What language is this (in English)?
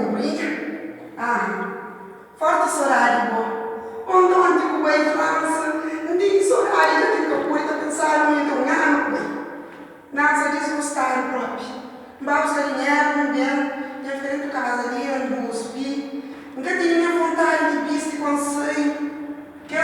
Kabuverdianu